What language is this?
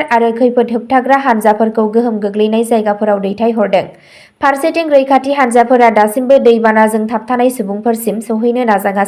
Bodo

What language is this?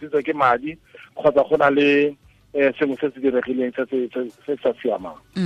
Tswana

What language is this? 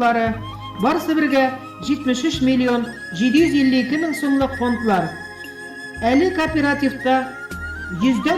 Bashkir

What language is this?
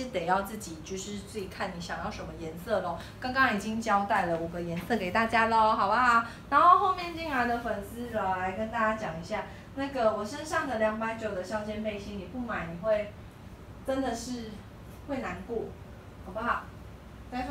Chinese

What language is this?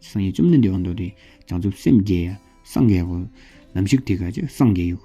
Tawang Monpa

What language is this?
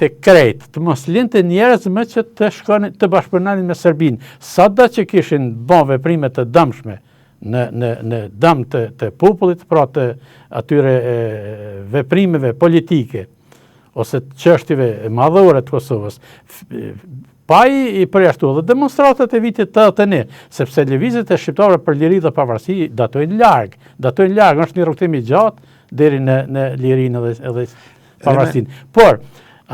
Albanian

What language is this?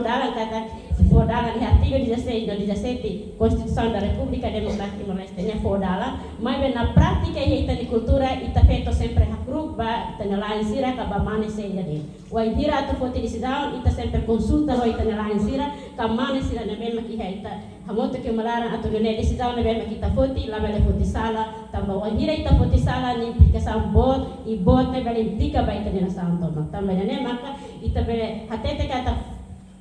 Tetum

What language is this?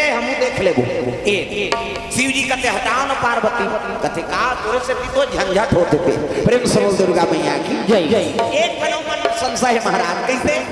Chhattisgarhi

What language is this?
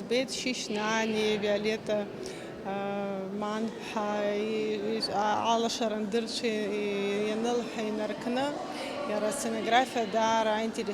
Abkhazian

